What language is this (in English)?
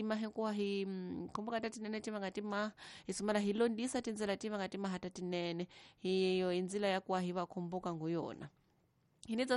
Tsonga